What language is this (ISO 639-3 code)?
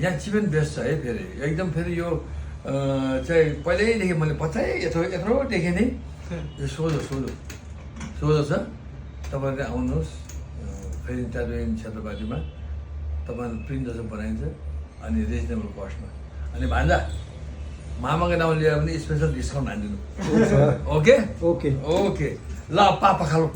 nep